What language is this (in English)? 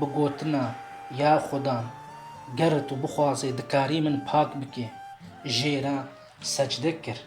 Kurdish